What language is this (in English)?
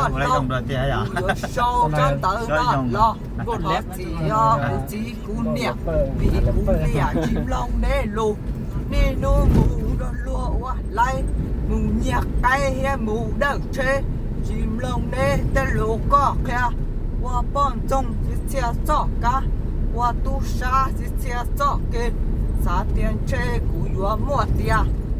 Hmong